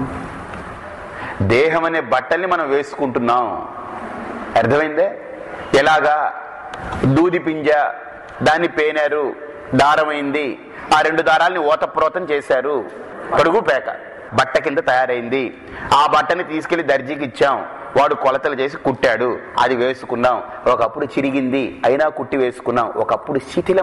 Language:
Telugu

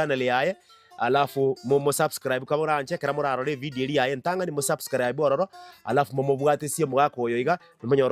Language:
Gusii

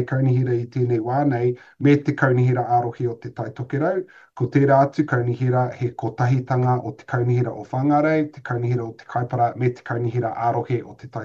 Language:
Māori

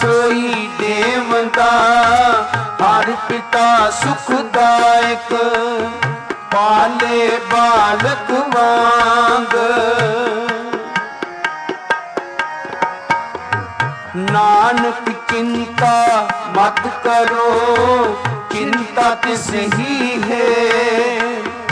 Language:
Punjabi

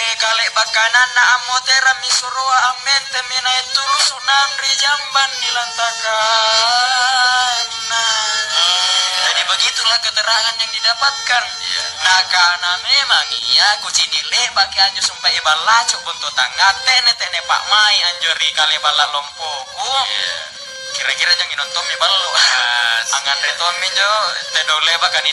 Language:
Makasar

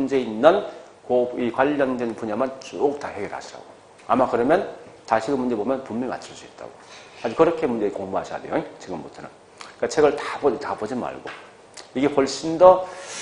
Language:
Korean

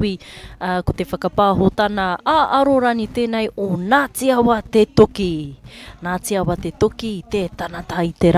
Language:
Māori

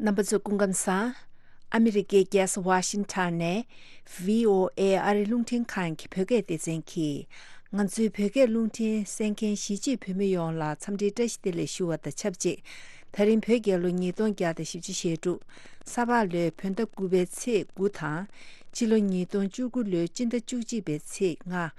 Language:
Tibetan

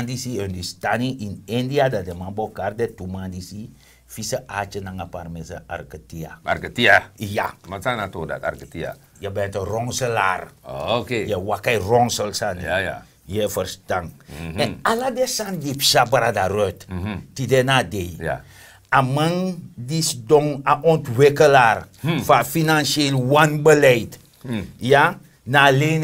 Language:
Sranan Tongo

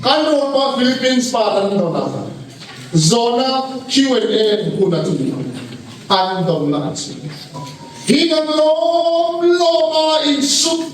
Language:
Hmar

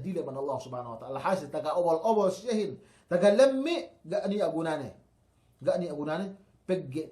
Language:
Yakan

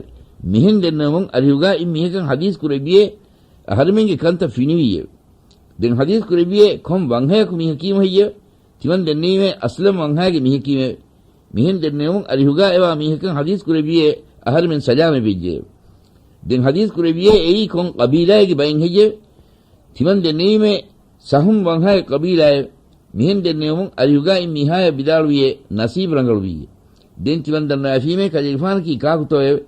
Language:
Divehi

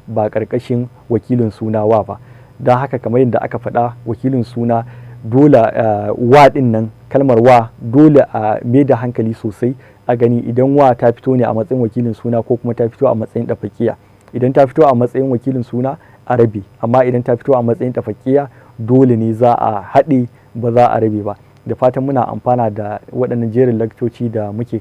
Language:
Hausa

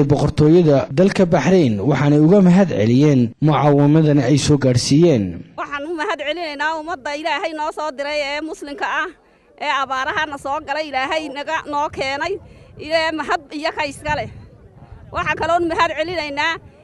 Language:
Somali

